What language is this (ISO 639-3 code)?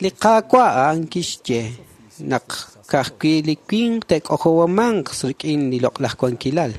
kek